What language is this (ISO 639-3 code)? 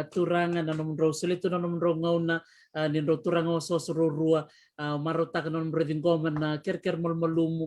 fij